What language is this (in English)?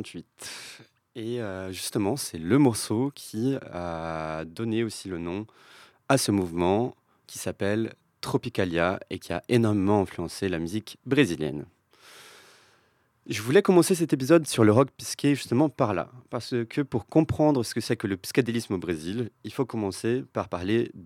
French